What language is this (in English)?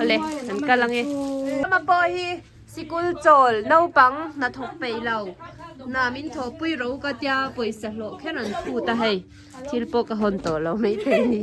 Mizo